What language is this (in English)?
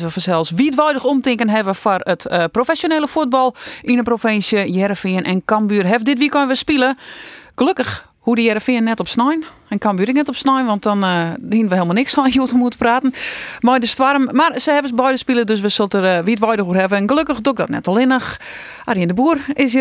Western Frisian